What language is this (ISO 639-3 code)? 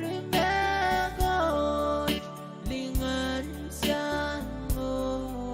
pon